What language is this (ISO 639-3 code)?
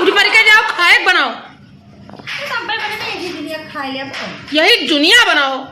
awa